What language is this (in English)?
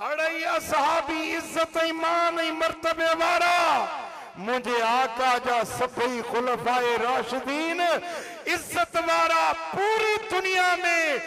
Sindhi